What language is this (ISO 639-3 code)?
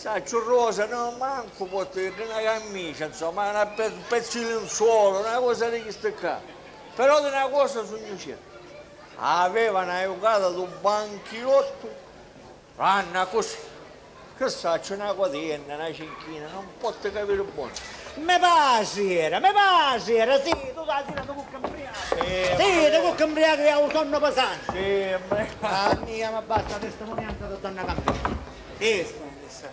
scn